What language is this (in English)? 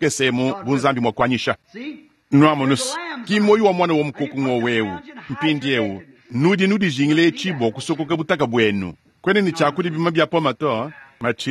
Luba-Lulua